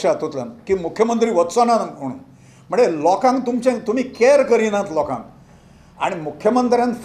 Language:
Konkani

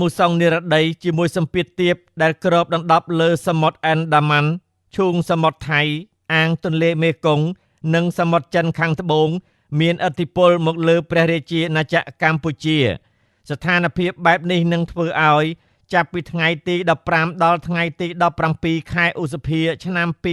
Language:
Khmer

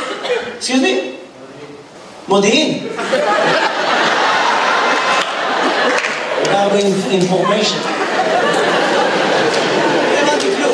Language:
Hebrew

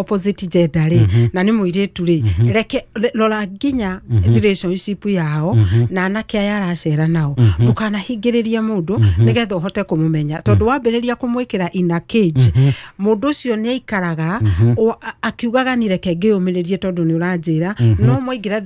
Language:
Kikuyu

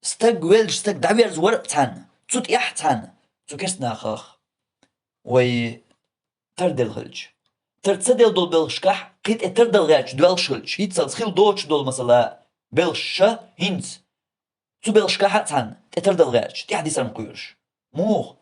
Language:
Chechen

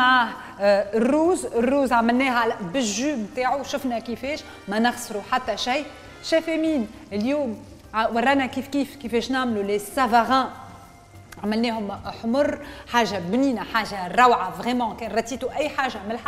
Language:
Tunisian Arabic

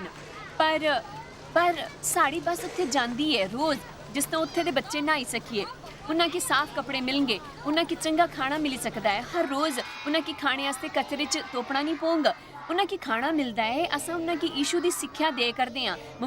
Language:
Dogri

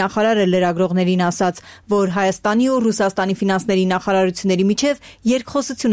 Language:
Armenian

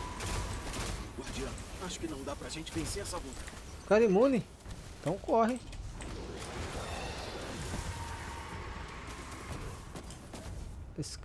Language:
Portuguese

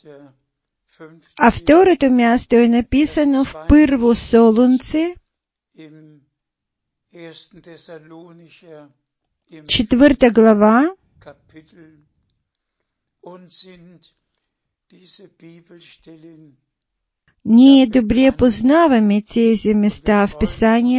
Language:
Bulgarian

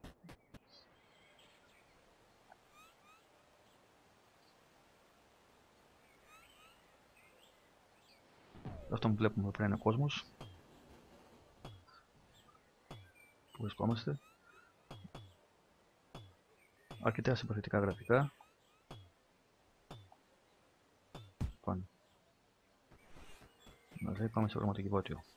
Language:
Greek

